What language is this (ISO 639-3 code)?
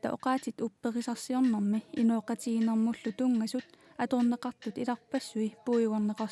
kal